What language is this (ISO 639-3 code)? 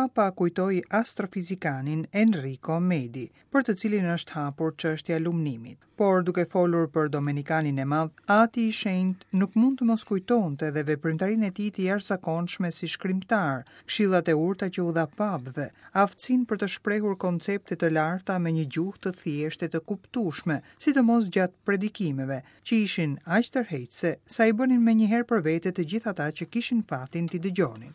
sqi